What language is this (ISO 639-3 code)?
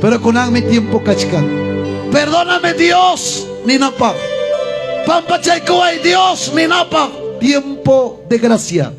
quy